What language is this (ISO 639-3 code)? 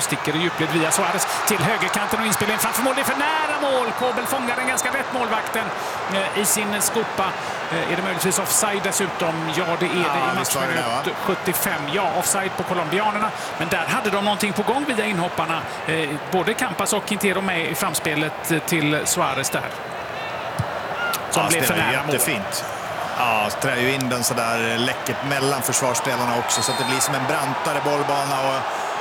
swe